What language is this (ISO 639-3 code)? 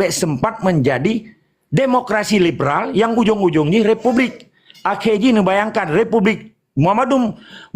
ace